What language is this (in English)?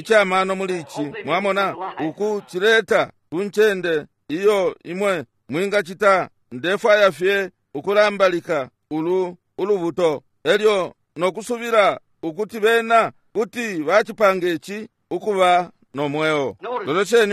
Bemba